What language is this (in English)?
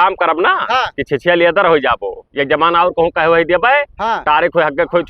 Awadhi